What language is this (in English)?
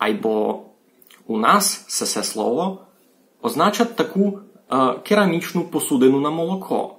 Rusyn